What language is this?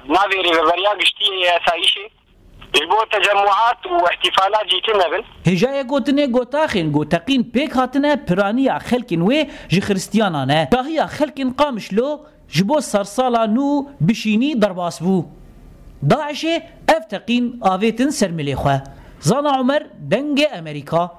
Kurdish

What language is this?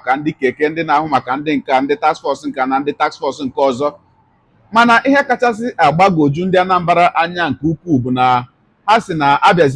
Igbo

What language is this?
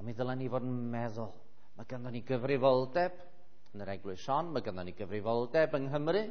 Welsh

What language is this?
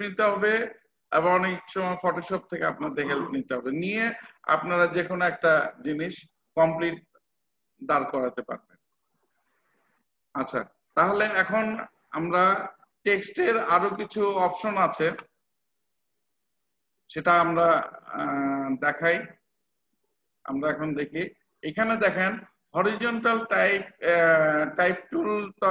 Bangla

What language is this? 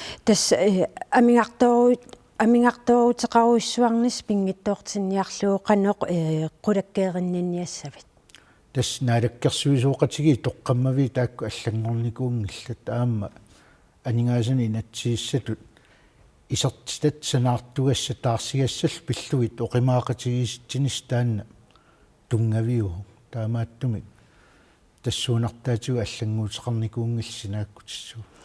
Kalaallisut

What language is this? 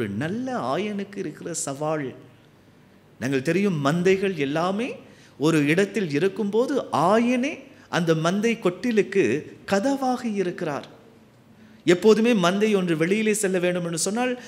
Tamil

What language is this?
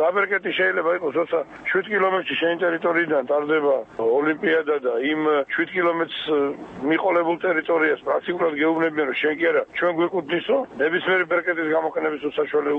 Georgian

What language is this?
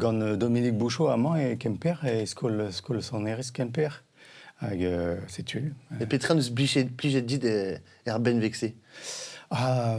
Breton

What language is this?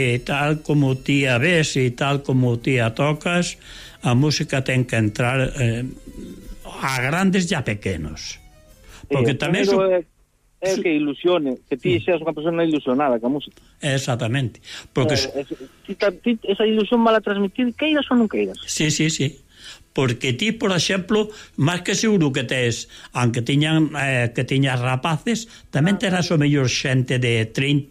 Galician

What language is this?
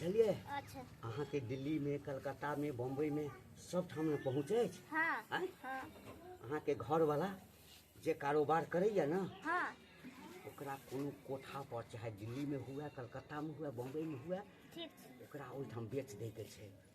Maithili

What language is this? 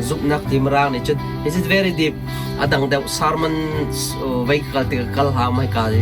Hakha Chin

